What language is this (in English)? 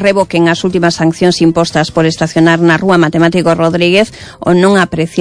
Galician